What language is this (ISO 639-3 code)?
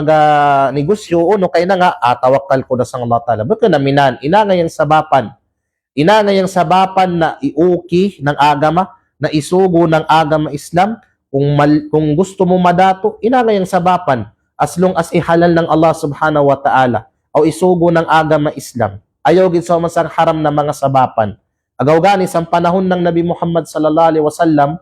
kqe